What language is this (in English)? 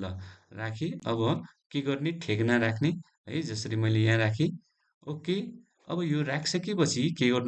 Nepali